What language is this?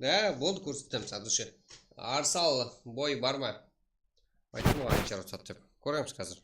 Kara-Kalpak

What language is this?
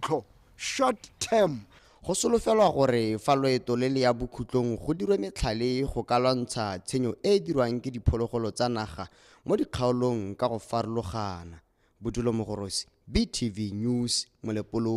Tswana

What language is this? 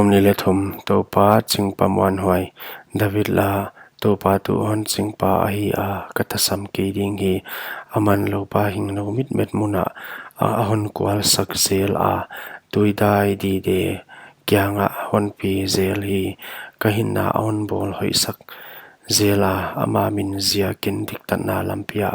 Paite Chin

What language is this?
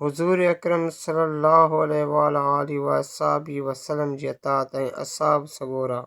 Sindhi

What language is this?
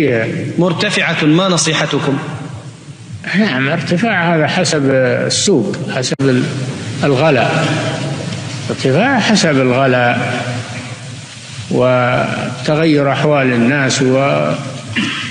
Arabic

